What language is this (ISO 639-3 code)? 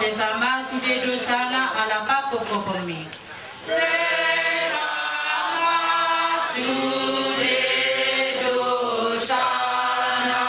bbc